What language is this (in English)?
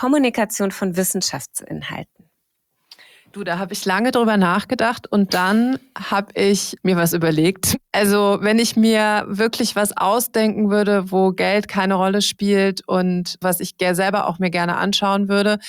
German